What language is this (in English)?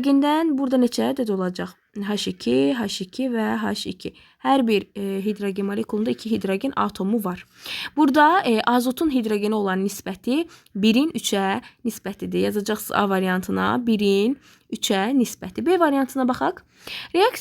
Azerbaijani